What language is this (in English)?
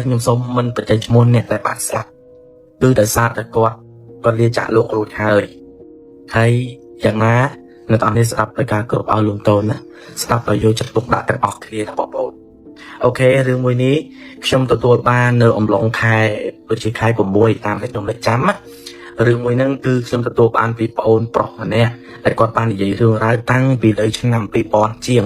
Khmer